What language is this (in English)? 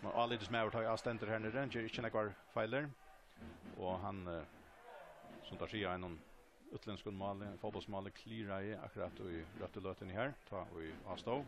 Faroese